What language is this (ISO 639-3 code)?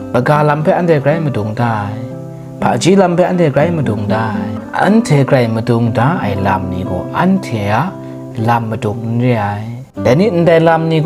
kac